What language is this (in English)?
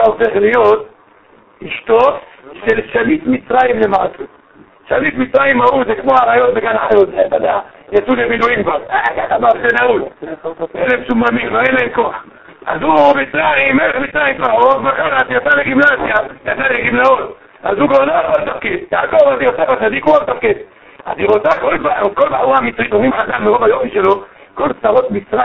Hebrew